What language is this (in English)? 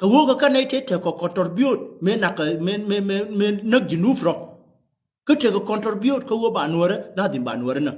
Nuer